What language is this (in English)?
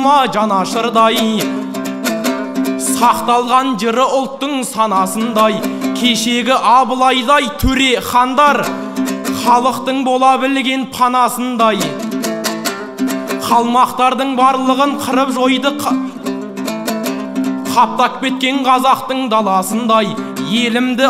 Kazakh